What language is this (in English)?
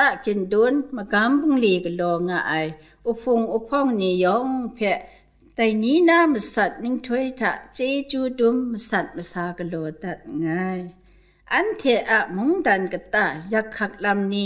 Kachin